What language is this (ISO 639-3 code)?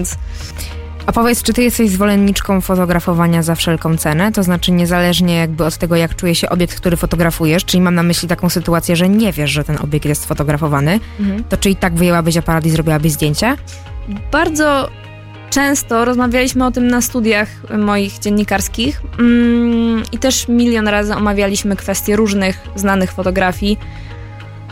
pol